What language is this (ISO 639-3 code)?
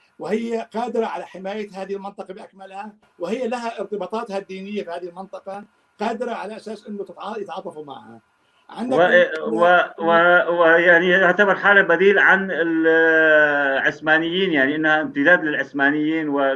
apc